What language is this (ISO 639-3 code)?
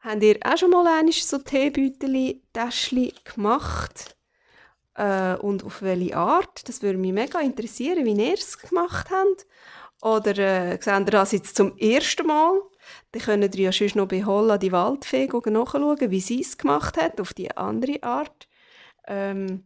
gsw